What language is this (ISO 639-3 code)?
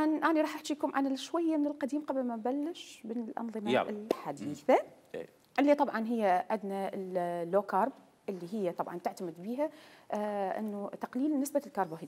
acm